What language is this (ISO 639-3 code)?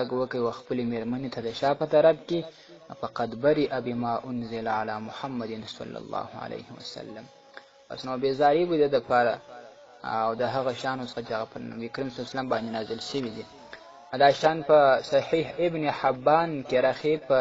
pus